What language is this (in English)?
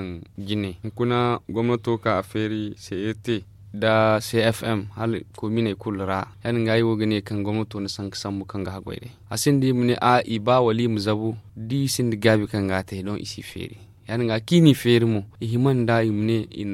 Zarma